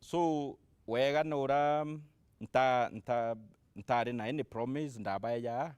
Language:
Meru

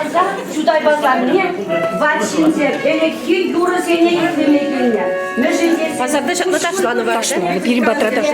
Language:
Chuvash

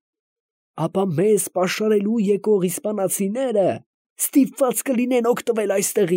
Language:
Armenian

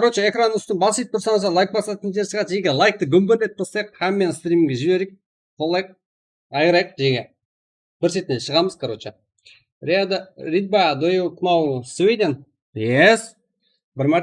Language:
Kara-Kalpak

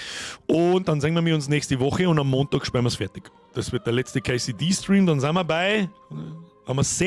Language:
Bavarian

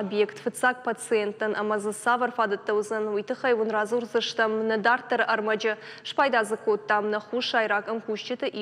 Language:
Ossetic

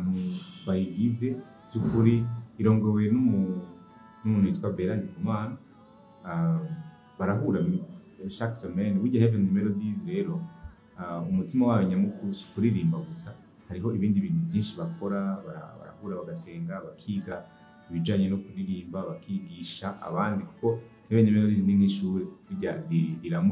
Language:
Rundi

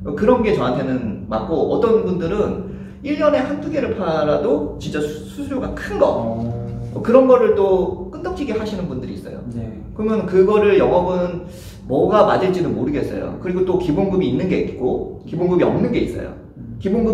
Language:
Korean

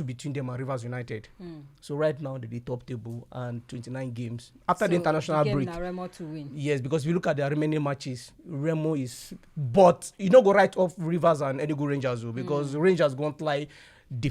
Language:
Nigerian Pidgin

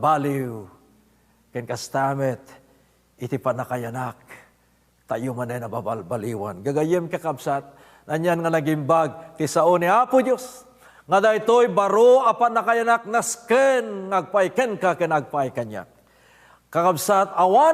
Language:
Iloko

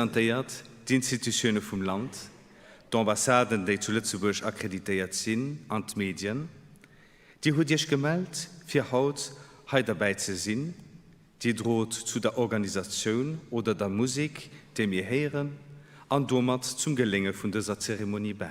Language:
Luxembourgish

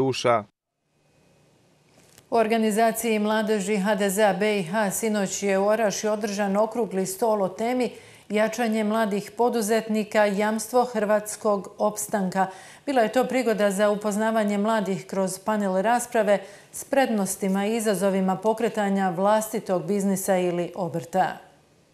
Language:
Croatian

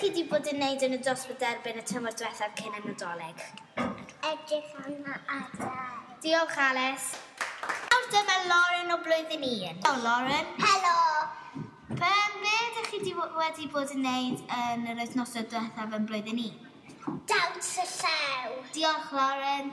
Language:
Welsh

